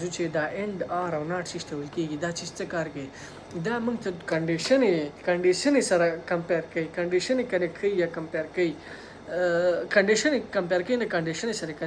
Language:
Pashto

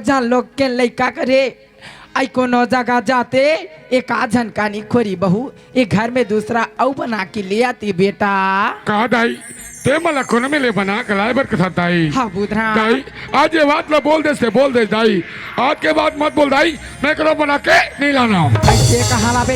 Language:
Chhattisgarhi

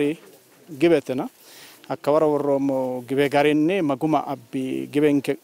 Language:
Sidamo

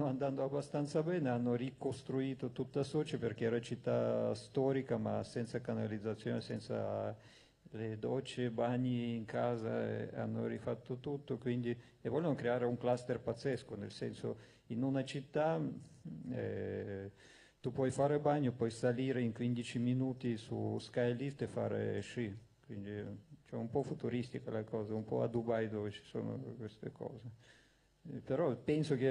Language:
Italian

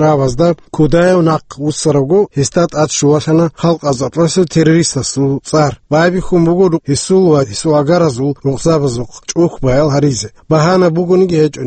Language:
Avaric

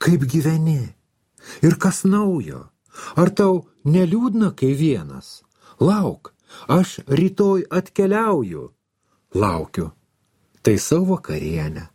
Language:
Lithuanian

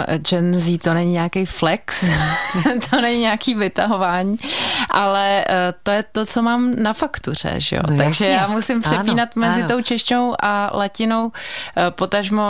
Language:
Czech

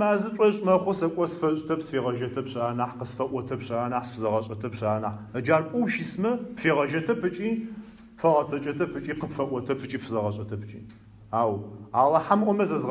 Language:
Adyghe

